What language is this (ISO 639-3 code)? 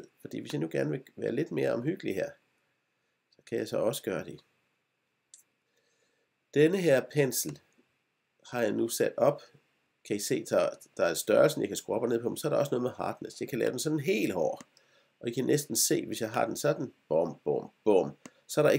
dan